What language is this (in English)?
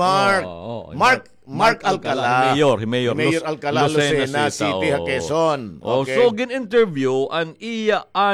Waray